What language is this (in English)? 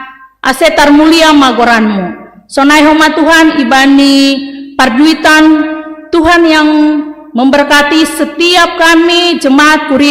Batak Simalungun